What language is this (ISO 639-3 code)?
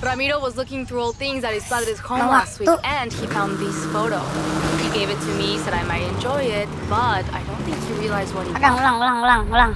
bjn